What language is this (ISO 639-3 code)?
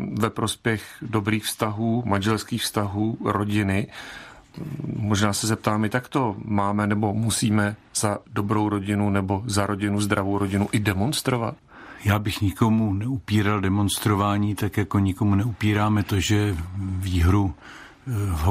ces